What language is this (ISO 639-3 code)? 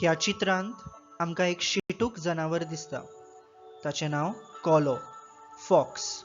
kok